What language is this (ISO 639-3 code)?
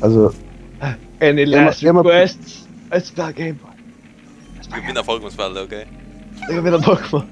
fao